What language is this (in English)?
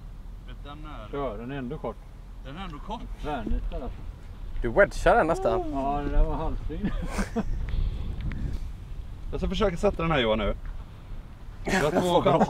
Swedish